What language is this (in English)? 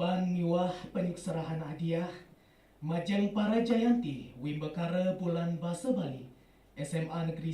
Balinese